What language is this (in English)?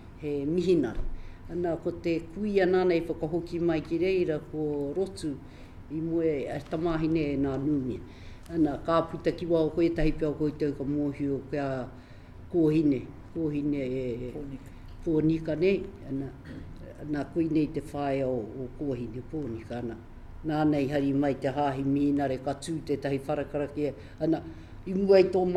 Māori